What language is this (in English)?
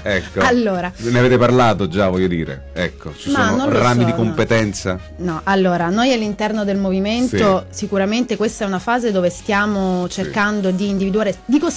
Italian